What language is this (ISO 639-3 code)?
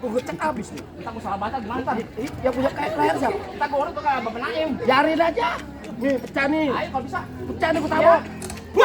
bew